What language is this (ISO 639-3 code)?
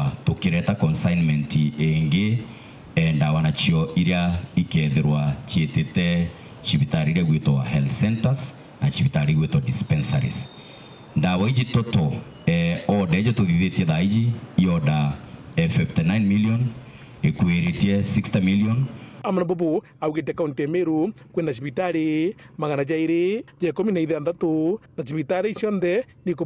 mer